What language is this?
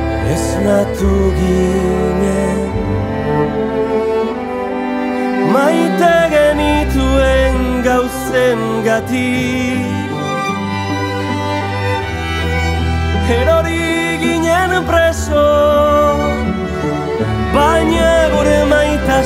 Basque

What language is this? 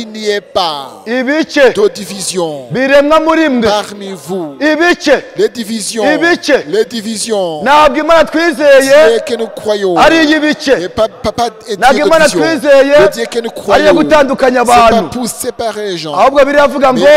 Kinyarwanda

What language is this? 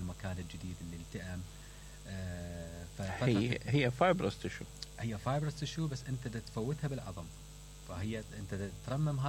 Mesopotamian Arabic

